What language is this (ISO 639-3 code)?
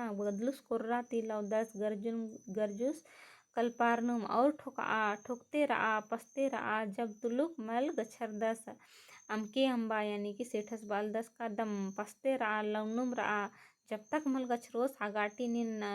kru